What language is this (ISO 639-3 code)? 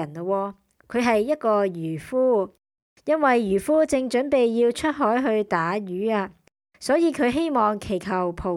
yue